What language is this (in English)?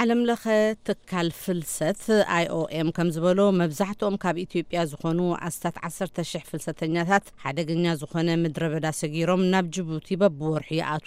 Tigrinya